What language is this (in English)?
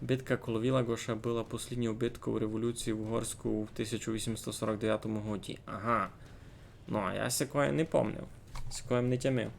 Rusyn